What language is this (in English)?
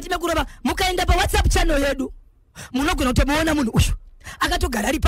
Shona